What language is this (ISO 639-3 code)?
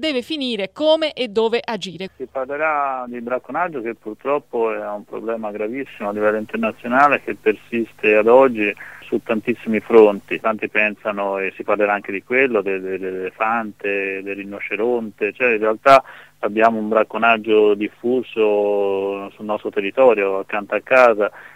ita